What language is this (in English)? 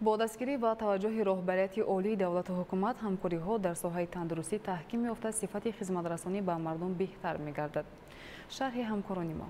Tajik